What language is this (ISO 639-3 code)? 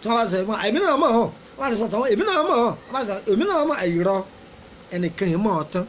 yor